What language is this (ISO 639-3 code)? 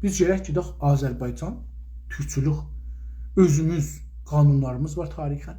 azb